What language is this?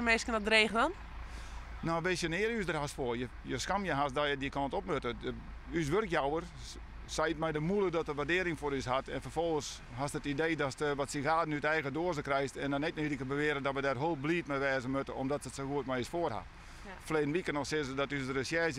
Western Frisian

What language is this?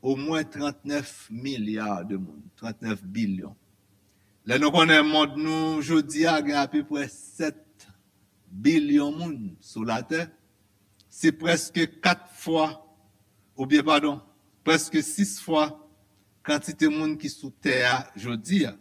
Haitian Creole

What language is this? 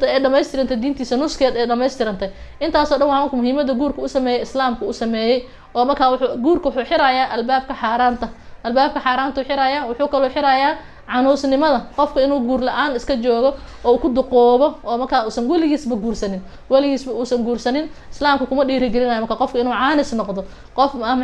Somali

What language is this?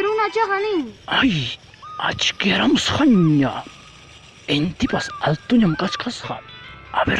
Ayacucho Quechua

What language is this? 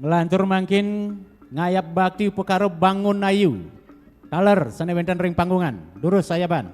Balinese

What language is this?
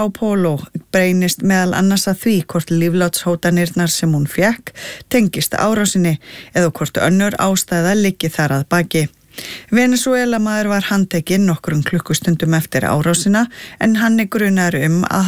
Icelandic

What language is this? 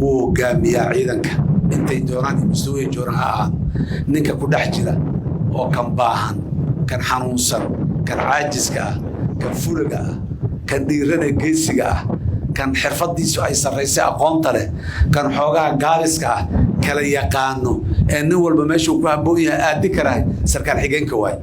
Somali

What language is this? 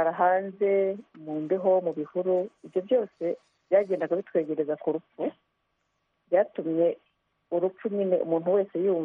Kinyarwanda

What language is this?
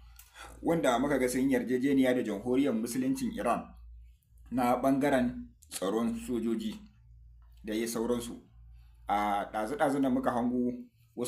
Hausa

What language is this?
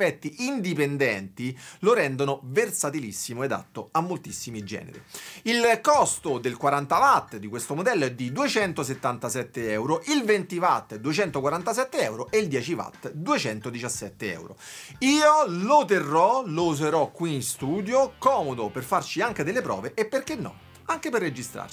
Italian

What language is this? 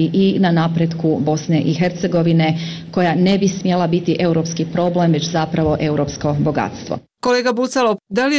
Bosnian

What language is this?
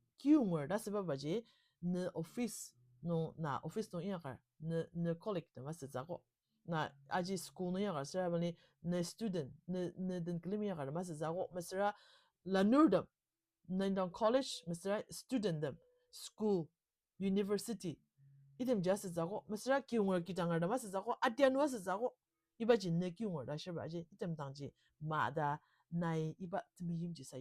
Ao Naga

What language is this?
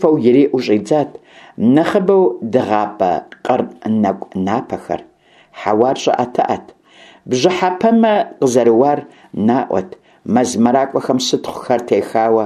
Kabardian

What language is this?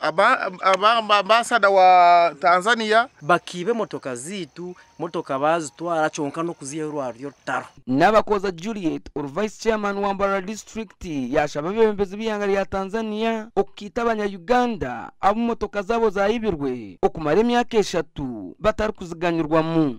Nyankole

